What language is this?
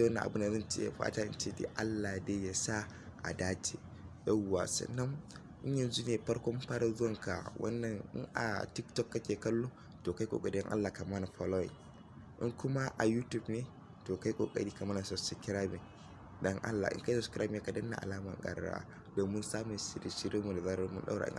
Hausa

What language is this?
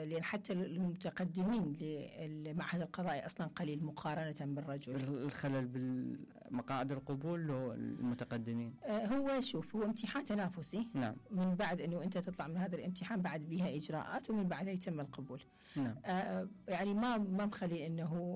Mesopotamian Arabic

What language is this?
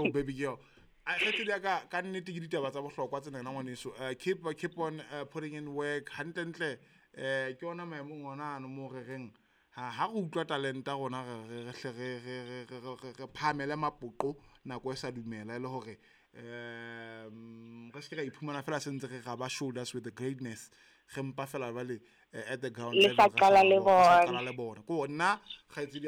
Southern Sotho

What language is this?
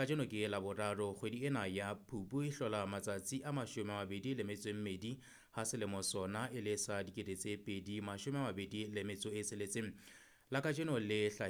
Southern Sotho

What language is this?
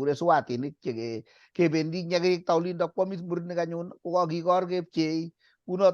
Kalenjin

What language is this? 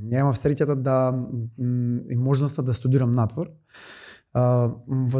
Macedonian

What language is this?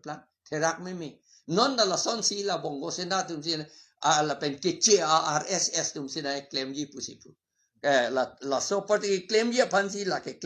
Karbi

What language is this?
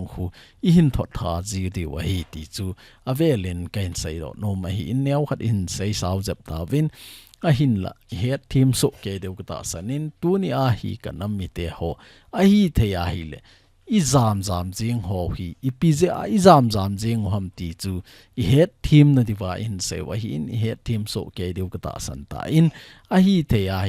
Thado Chin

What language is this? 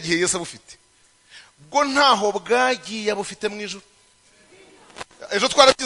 Kinyarwanda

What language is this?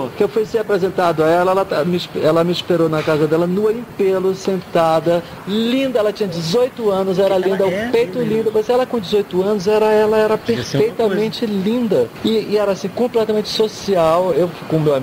Portuguese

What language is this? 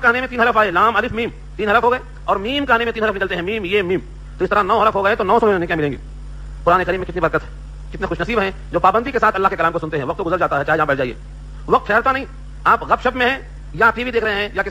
Urdu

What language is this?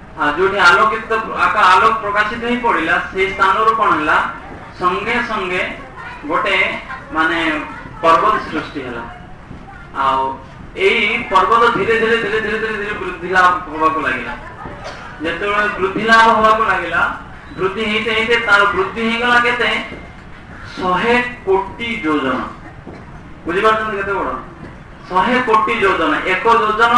Odia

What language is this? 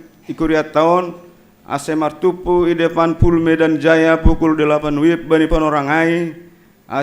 Batak Simalungun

